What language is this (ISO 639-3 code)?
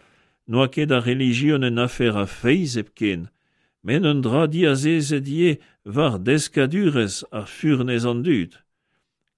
bre